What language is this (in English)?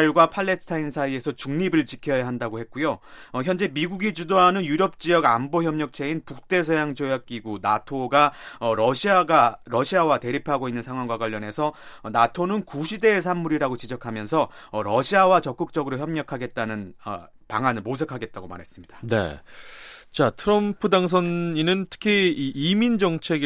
Korean